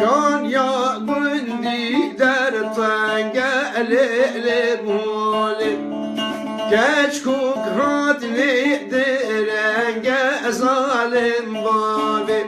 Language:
Kurdish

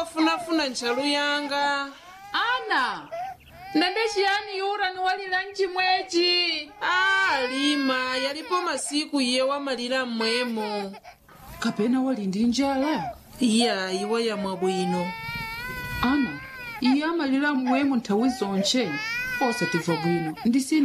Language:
Nyanja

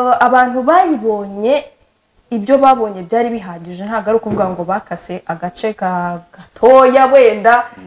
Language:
Kinyarwanda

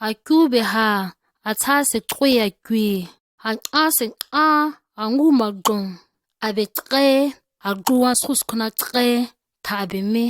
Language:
ǁGana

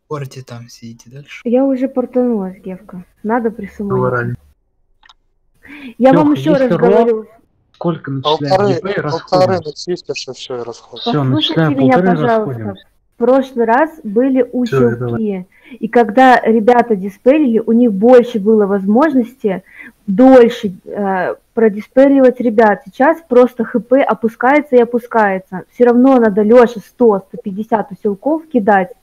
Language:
Russian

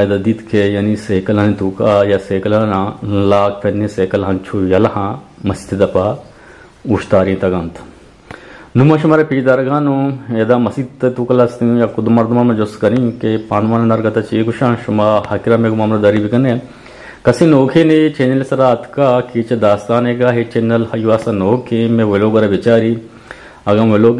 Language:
Eastern Balochi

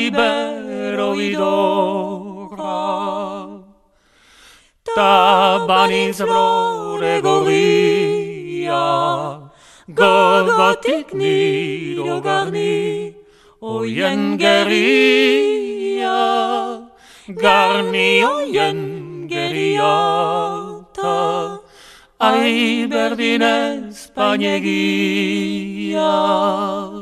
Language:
Basque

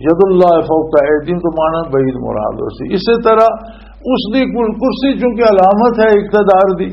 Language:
Western Panjabi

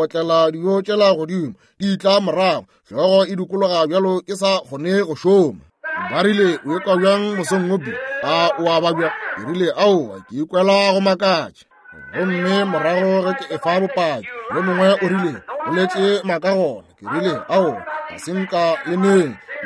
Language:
Northern Sotho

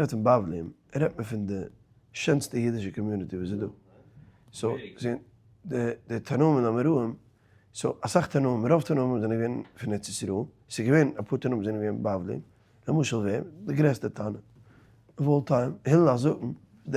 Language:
Yiddish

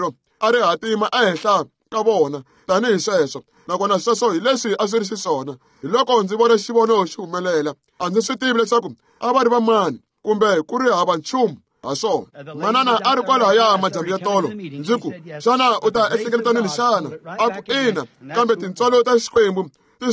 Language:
Tsonga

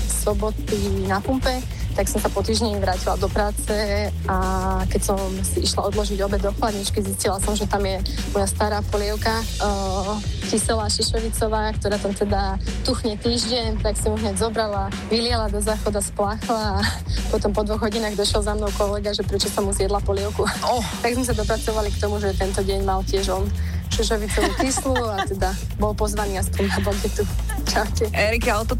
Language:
Slovak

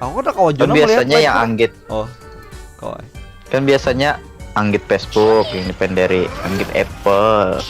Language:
Banjar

